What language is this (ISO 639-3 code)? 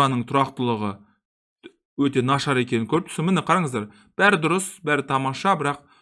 kaz